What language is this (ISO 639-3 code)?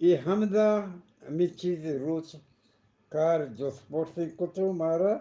bgp